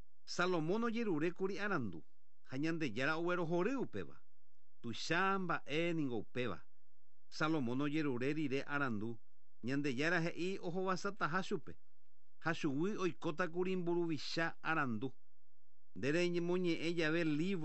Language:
Guarani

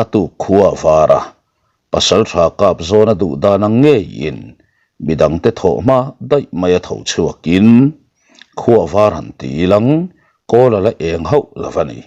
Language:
Mizo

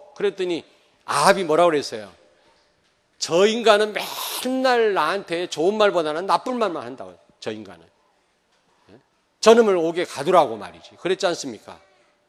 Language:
Korean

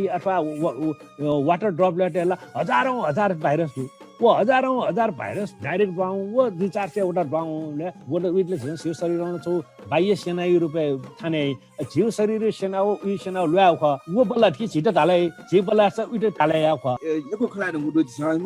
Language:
Newari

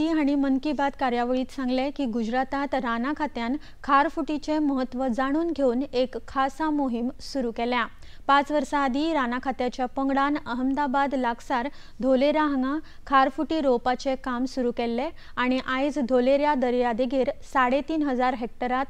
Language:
Konkani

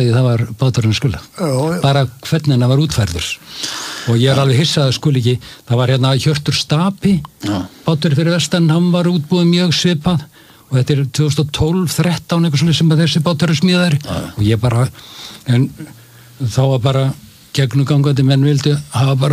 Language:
Icelandic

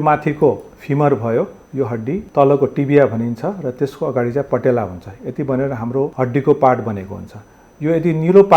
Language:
Nepali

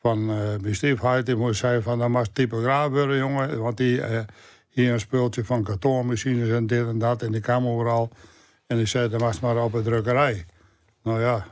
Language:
Western Frisian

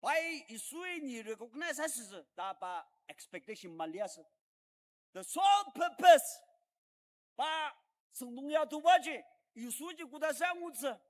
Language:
Ao Naga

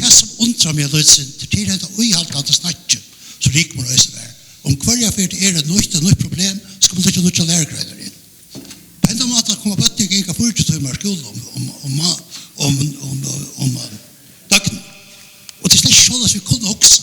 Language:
Faroese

